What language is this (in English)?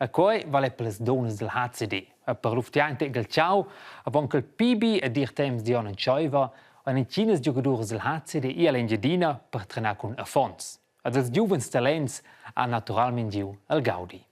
Romansh